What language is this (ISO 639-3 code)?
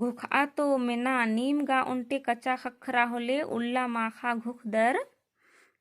kru